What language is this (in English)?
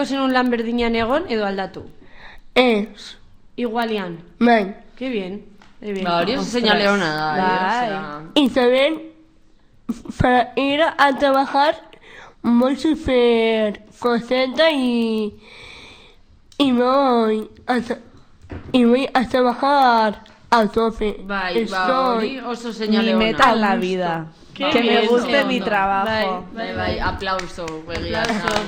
Basque